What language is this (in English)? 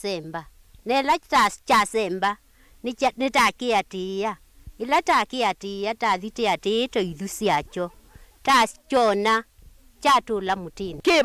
Kamba